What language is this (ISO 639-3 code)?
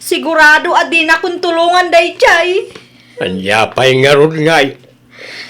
ilo